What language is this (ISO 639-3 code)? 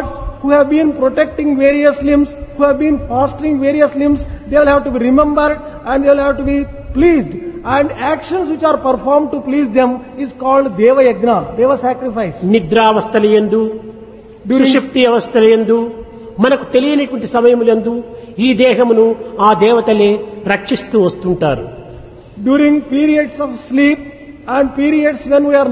tel